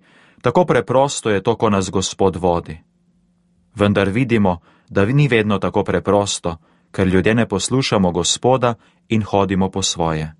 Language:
Slovenian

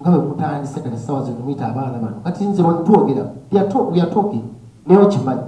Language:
Ganda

